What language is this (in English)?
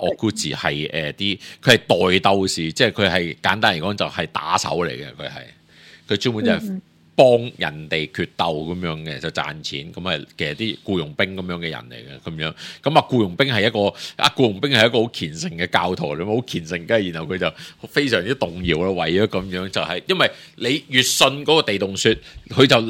Cantonese